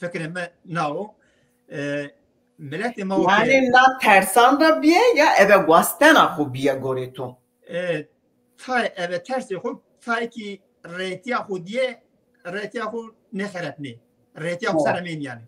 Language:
Zaza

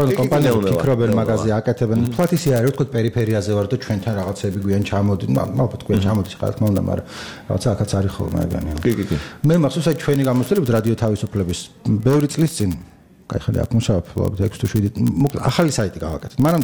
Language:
Georgian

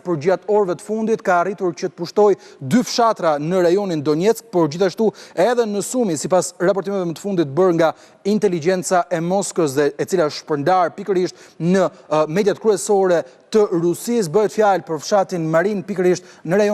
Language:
Albanian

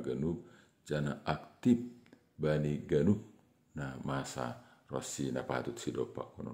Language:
Batak Simalungun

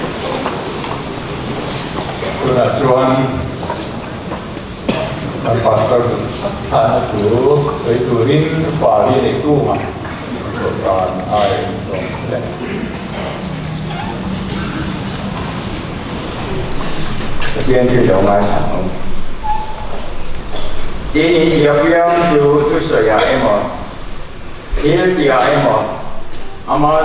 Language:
Mizo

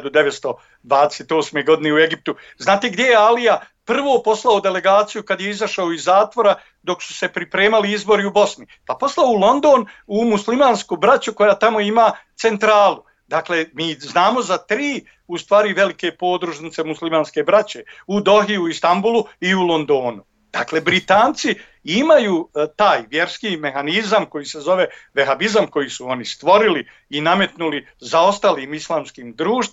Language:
Bosnian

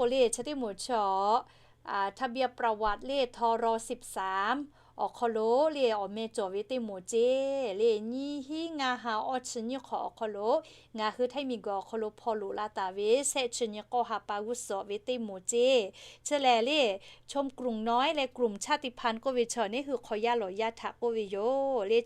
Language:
Lahu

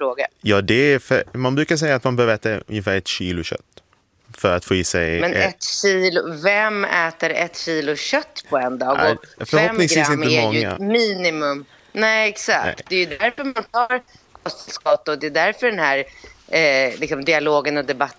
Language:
Swedish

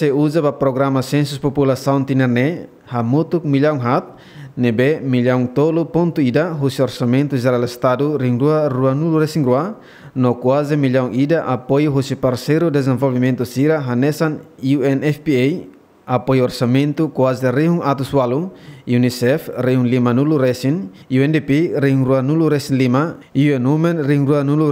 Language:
Tetum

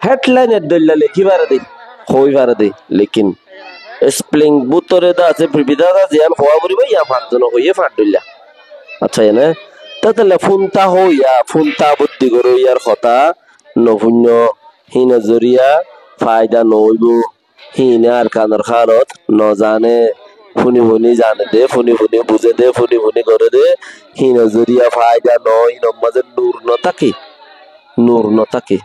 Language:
Rohingya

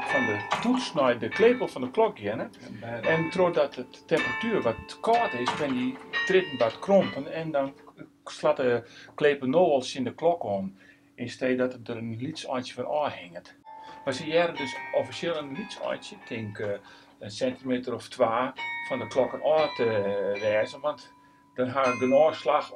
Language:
Western Frisian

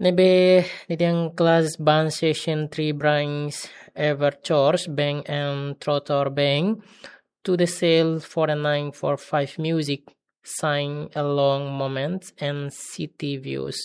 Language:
Tetum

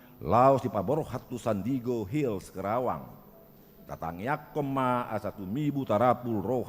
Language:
Batak Toba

